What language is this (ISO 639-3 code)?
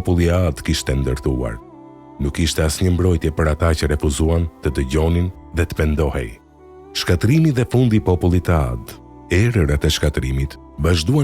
sqi